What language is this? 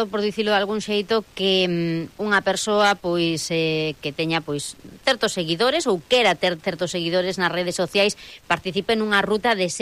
Galician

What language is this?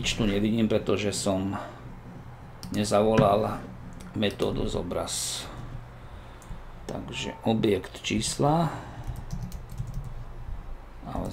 Slovak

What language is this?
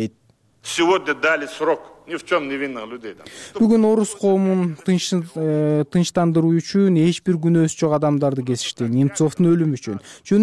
Kyrgyz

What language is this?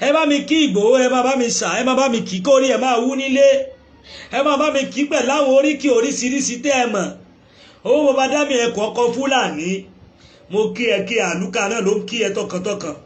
Yoruba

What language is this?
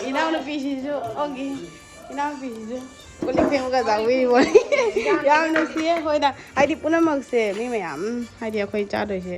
Manipuri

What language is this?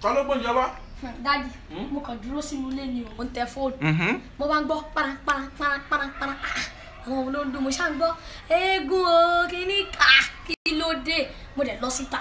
Yoruba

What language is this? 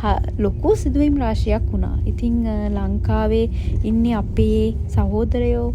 Sinhala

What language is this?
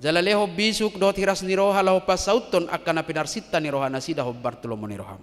Batak Toba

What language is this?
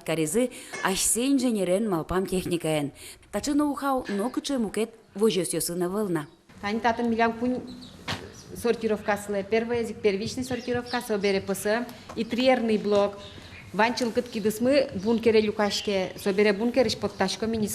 Udmurt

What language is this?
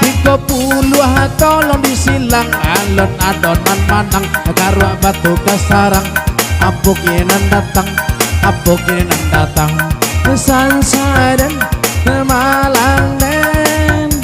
Minangkabau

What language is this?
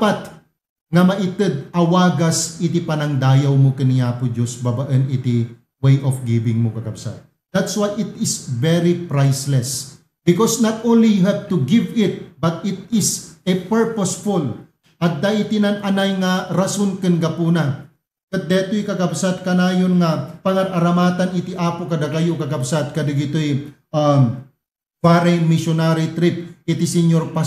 Iloko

